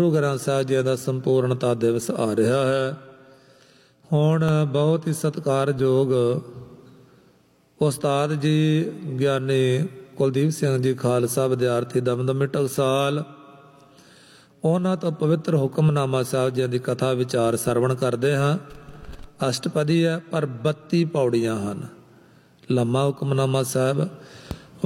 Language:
Punjabi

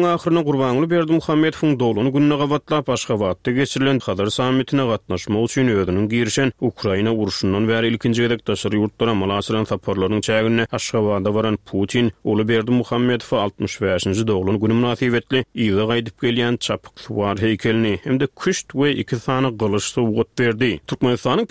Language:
Turkmen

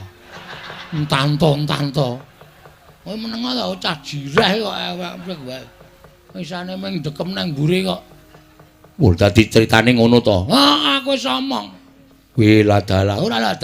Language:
Javanese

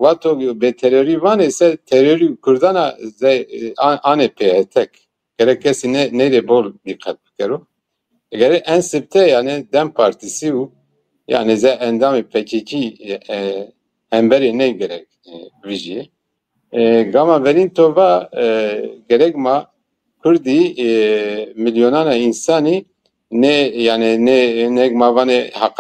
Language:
Zaza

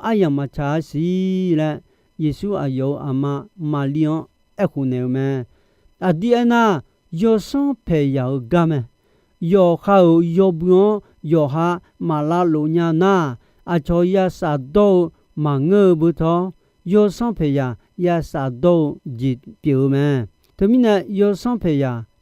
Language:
Akha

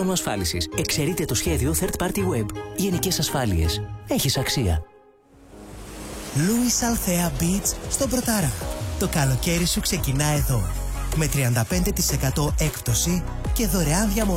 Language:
Greek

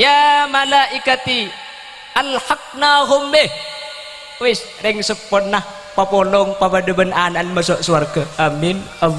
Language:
Madurese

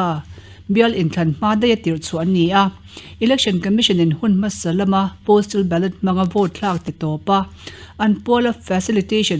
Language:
Mizo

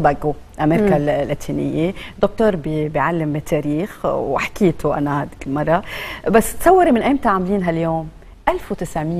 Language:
North Levantine Arabic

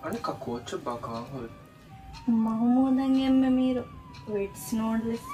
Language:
Divehi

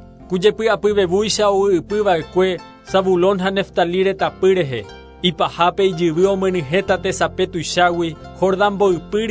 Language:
Guarani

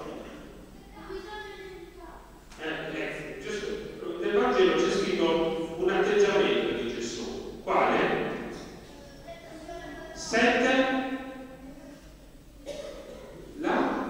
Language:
Italian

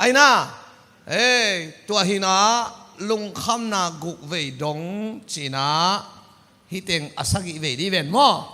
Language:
Tedim Chin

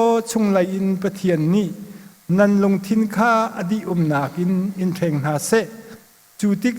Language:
Hakha Chin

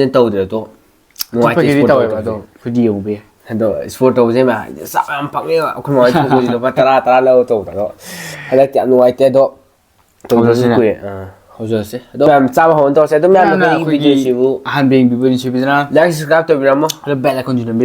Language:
Manipuri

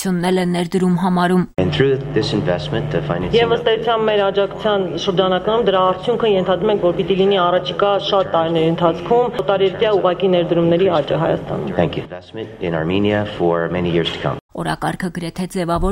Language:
Armenian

